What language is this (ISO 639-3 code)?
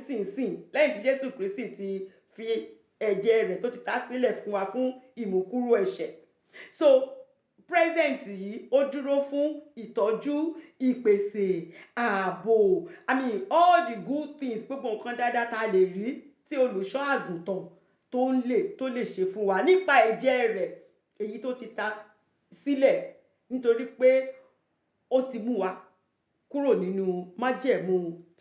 yor